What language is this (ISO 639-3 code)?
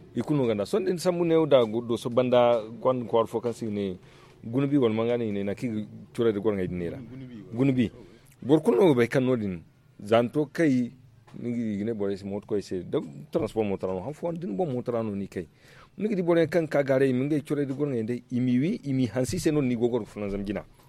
dje